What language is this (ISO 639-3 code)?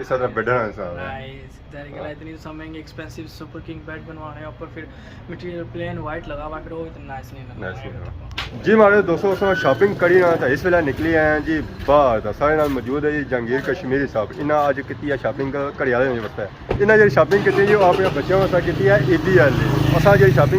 phr